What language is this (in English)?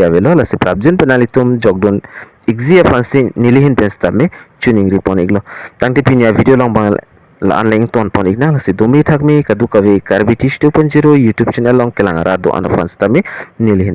Karbi